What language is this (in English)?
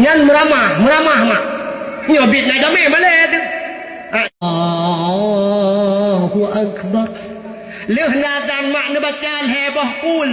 Achinese